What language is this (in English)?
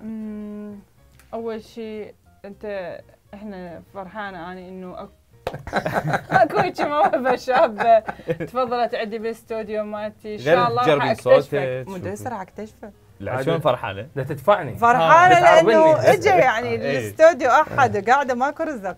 Mesopotamian Arabic